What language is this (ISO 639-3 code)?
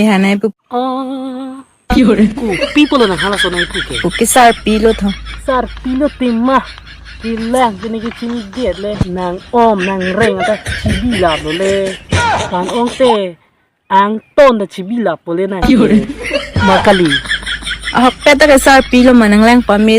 mjw